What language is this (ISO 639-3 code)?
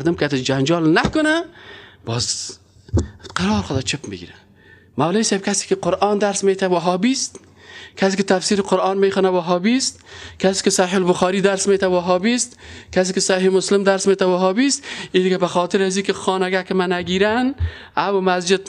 fas